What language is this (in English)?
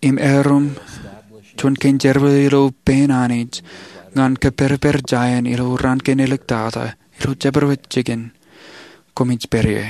Marshallese